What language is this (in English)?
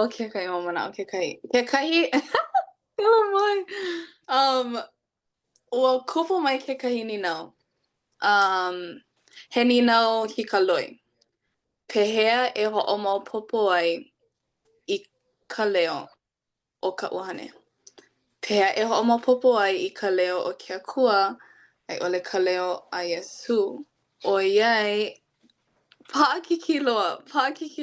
Hawaiian